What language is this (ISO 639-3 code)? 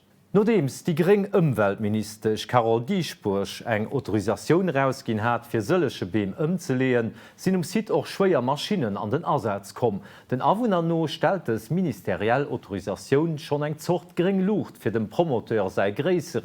ltz